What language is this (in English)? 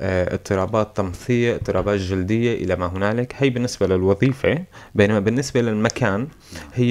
North Levantine Arabic